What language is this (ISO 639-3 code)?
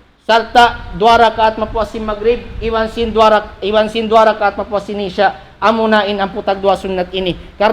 tsg